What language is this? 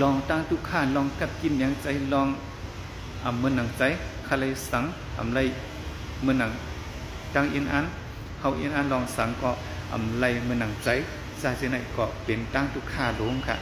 Shan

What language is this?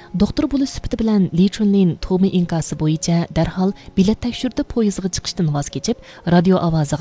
Uyghur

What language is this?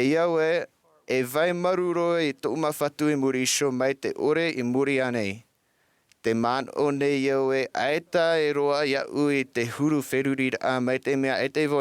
Tahitian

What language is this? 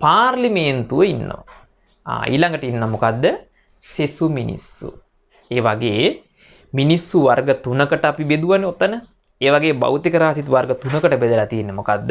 Sinhala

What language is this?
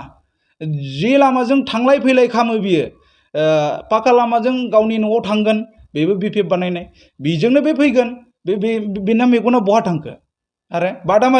Bodo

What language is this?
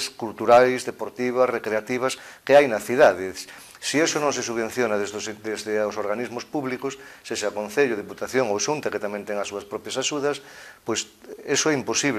Galician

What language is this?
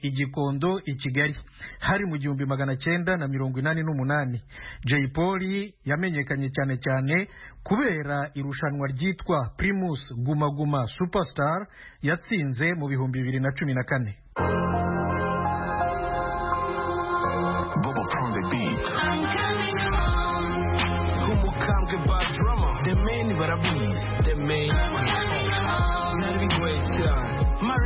Kinyarwanda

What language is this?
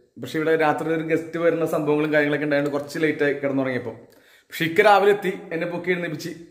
Malayalam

